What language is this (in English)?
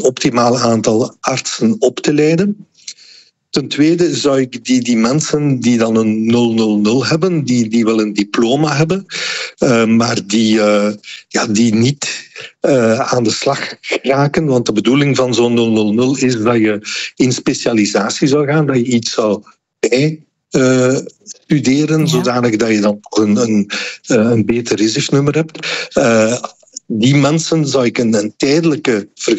Dutch